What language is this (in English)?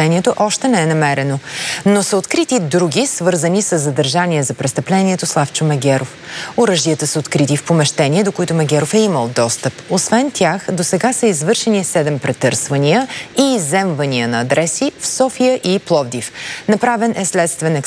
Bulgarian